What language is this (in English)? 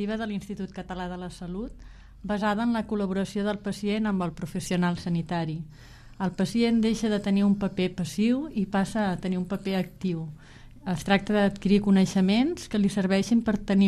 Catalan